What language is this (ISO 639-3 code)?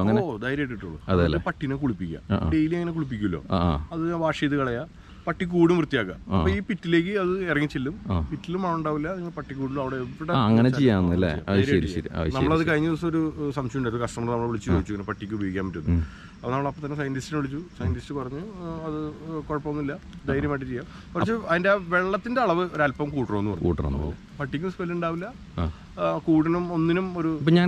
mal